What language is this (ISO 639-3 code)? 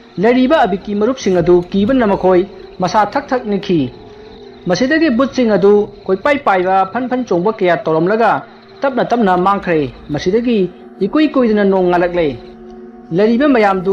mni